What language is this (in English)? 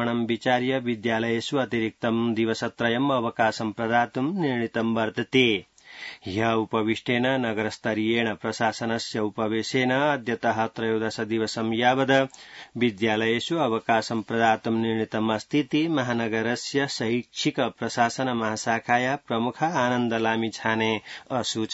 Sanskrit